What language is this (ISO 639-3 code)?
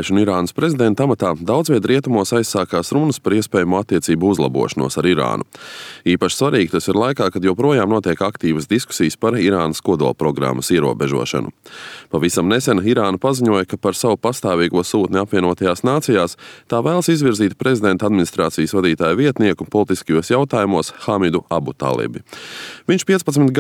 lav